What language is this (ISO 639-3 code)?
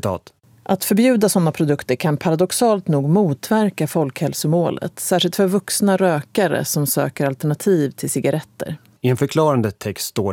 swe